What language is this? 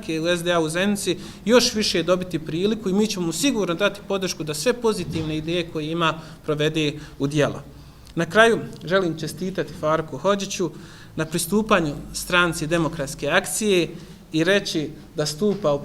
Bosnian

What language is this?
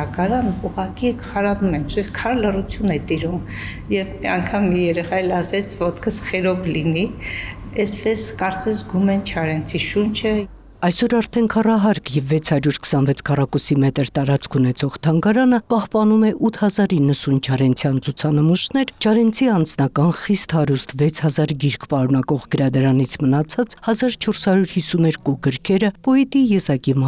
Armenian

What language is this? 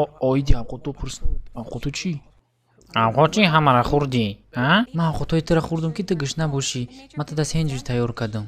Tajik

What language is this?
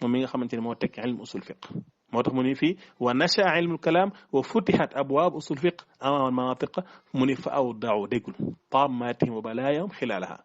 Wolof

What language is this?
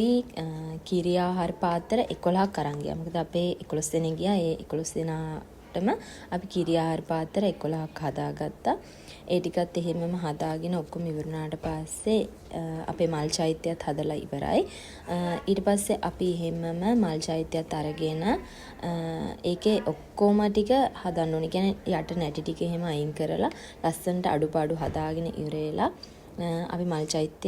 Sinhala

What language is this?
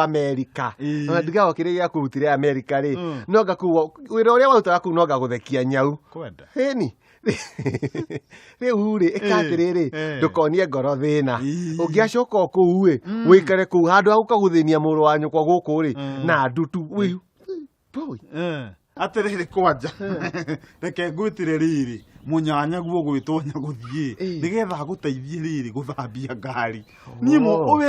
Kikuyu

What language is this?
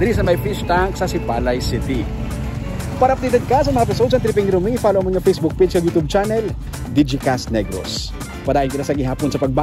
Hiligaynon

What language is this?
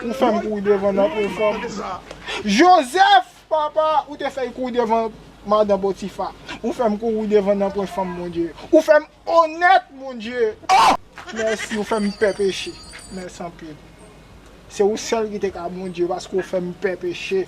Haitian Creole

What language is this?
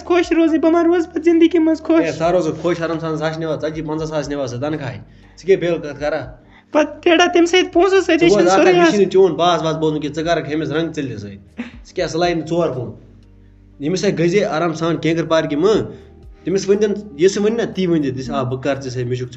Kashmiri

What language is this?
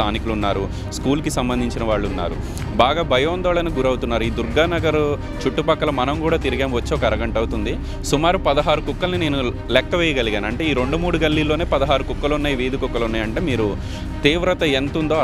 Telugu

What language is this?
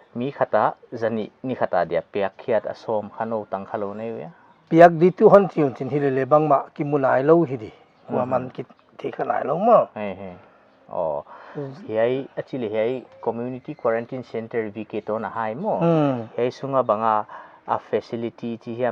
Paite Chin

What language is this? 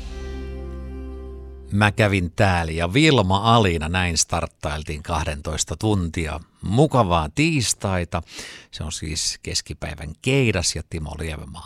Finnish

